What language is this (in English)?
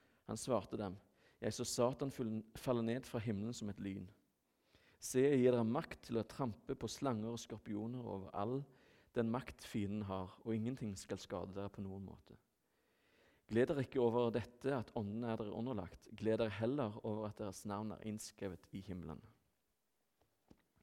Norwegian